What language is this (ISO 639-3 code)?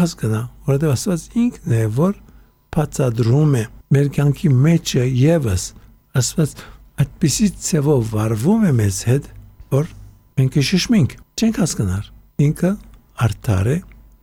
hye